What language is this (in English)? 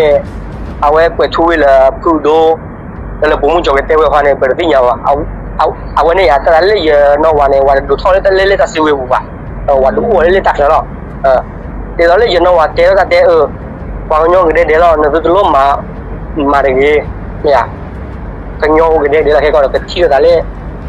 S'gaw Karen